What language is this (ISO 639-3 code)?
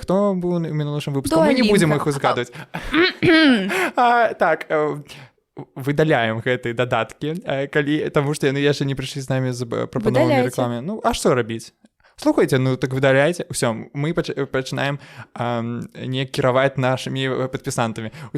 bel